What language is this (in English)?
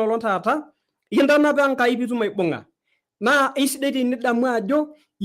Masai